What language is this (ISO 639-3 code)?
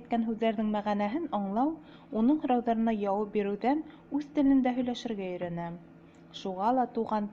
bak